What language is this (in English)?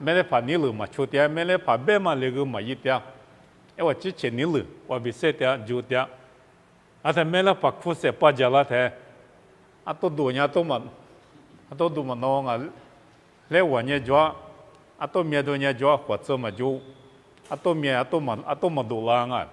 Lisu